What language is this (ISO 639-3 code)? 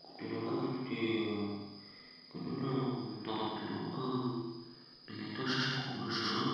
hmn